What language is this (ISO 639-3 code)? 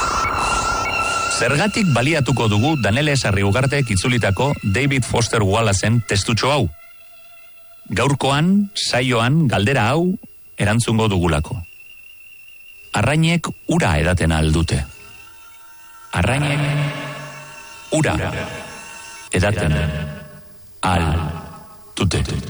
eus